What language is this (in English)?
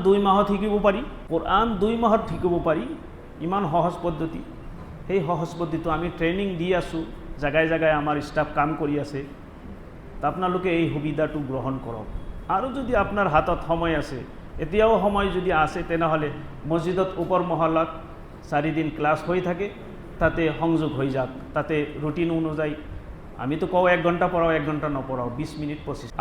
Assamese